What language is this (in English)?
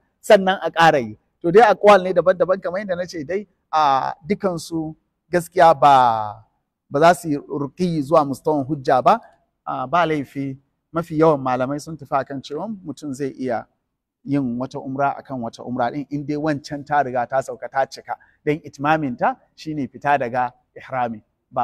Hausa